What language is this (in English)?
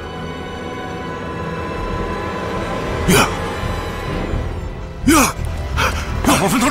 Chinese